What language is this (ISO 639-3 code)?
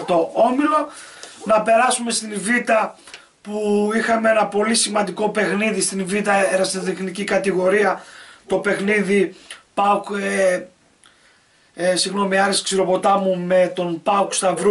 ell